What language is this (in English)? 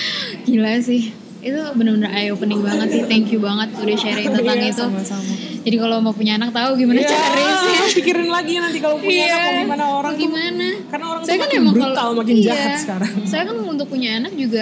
Indonesian